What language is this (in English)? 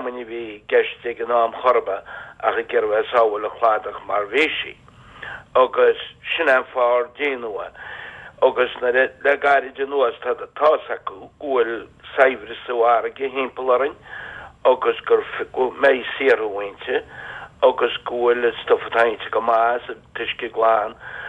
Irish